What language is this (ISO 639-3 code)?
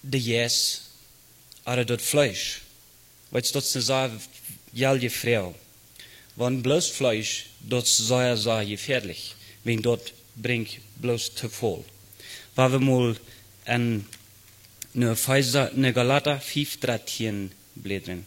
pdt